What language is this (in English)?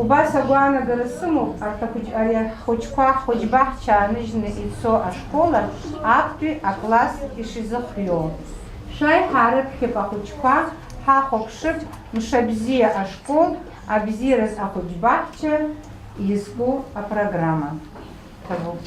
Abkhazian